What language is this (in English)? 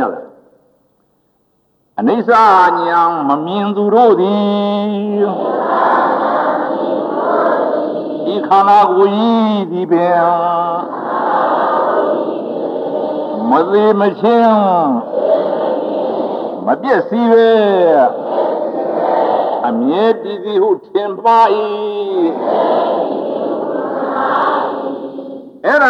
Burmese